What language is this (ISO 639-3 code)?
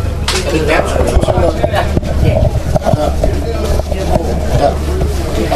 dan